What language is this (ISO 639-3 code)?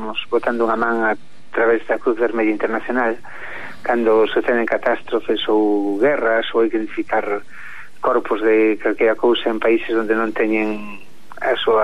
glg